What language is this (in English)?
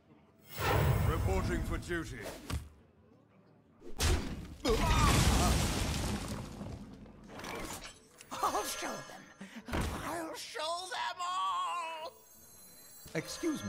English